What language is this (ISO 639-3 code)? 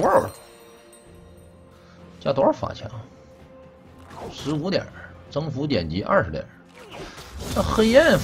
zho